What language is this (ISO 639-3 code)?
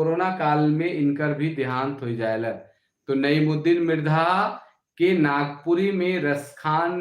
sck